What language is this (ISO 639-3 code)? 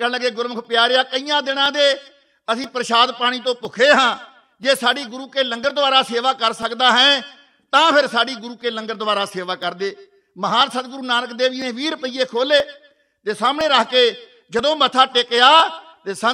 pan